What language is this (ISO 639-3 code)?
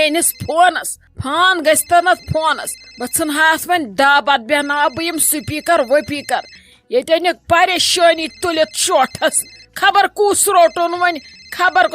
kas